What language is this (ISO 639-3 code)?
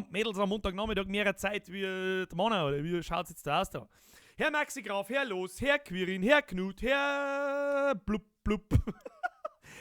bar